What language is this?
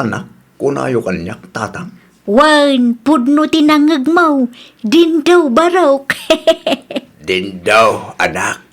Iloko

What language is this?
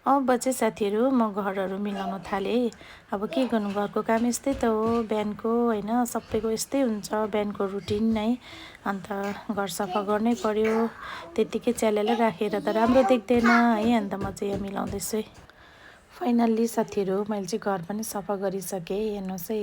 Nepali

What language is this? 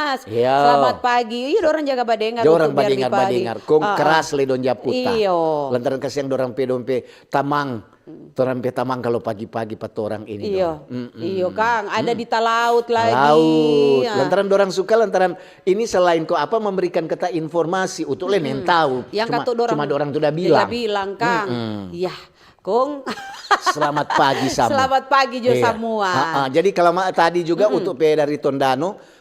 Manado Malay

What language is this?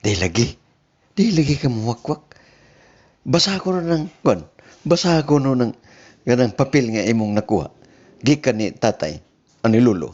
Cebuano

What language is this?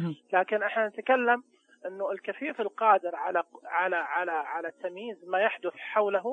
Najdi Arabic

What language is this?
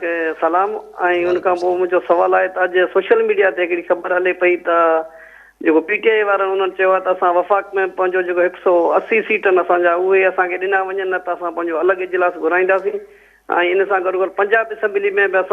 Sindhi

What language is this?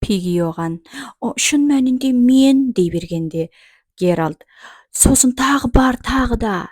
Kazakh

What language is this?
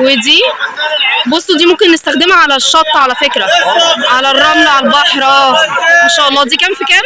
Egyptian Arabic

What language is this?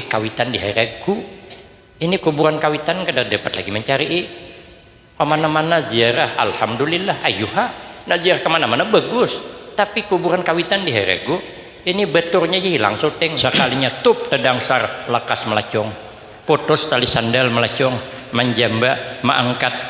Banjar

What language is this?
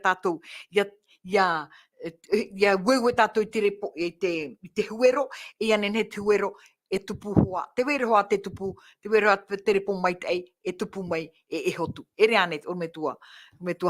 Tahitian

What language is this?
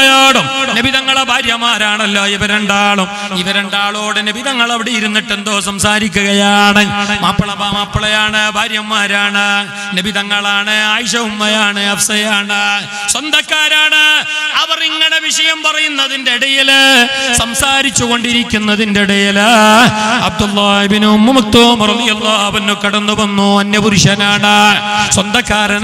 Malayalam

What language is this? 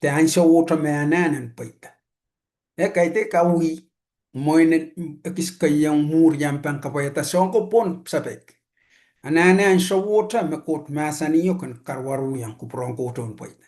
Pohnpeian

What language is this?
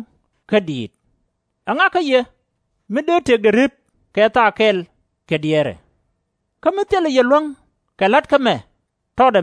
Nuer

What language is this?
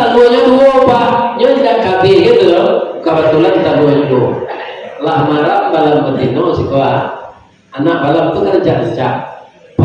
Minangkabau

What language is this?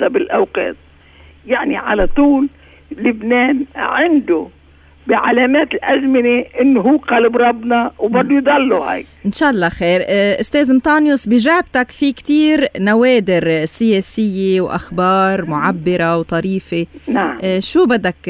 North Levantine Arabic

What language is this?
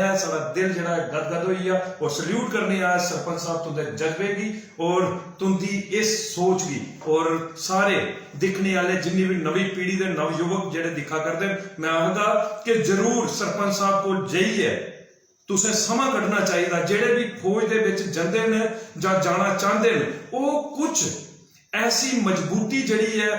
Dogri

